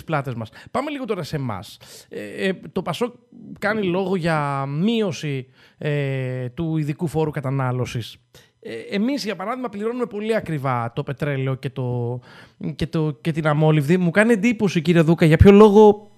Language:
Greek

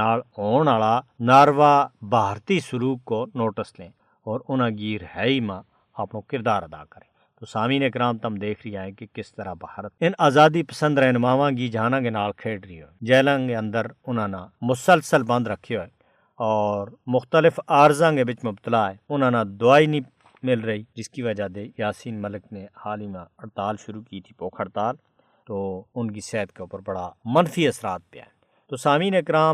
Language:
Gujari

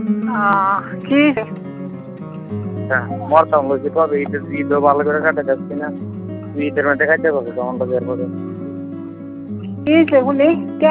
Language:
Bangla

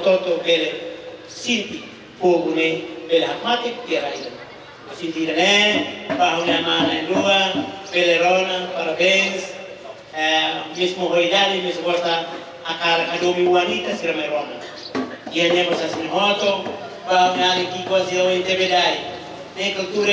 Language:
Tetum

